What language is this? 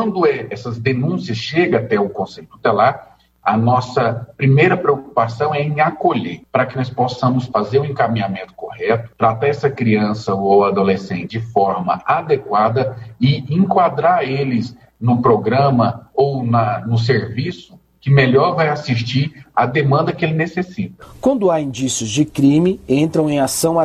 Portuguese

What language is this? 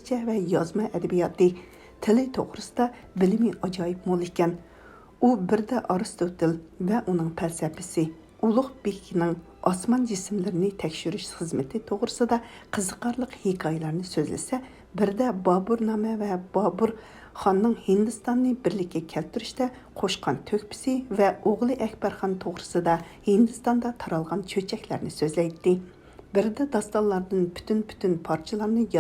Uyghur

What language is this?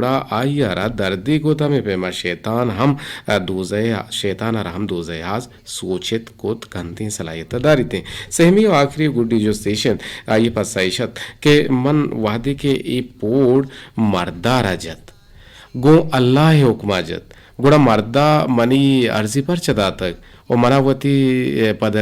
Eastern Balochi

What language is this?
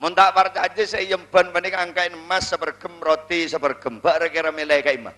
Madurese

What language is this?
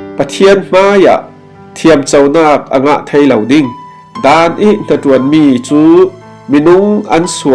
Falam Chin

